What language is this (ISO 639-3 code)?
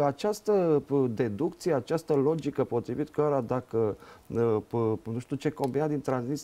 ron